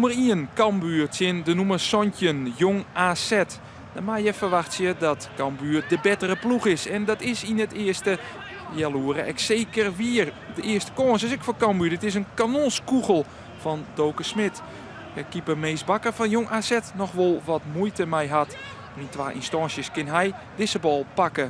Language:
Western Frisian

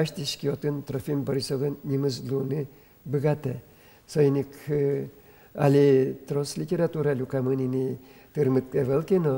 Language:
Udmurt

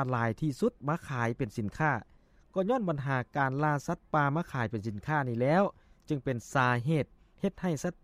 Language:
Lao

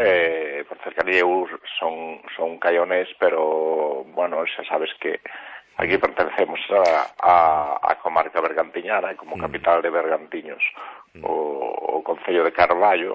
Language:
Galician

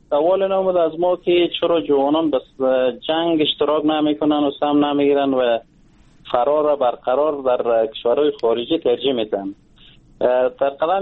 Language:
Persian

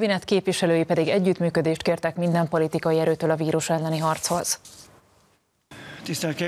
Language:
Hungarian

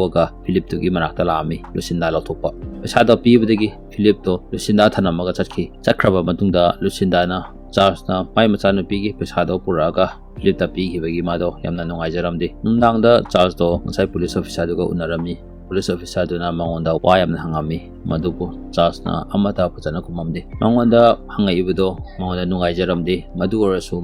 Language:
Manipuri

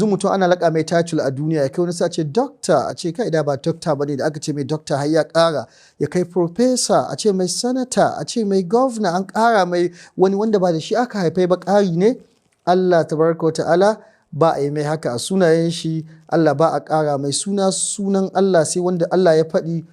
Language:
Hausa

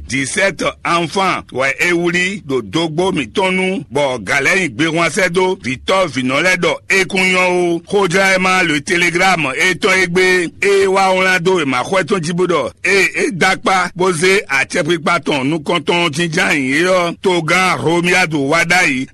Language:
Fon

